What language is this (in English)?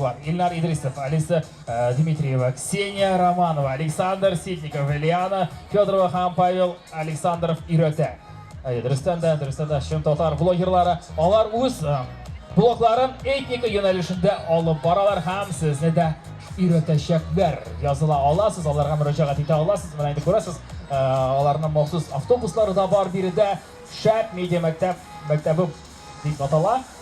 Tatar